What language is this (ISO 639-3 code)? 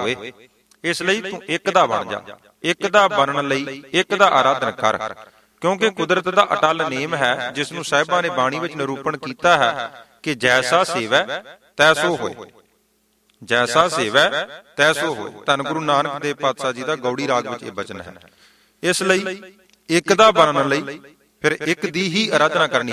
pan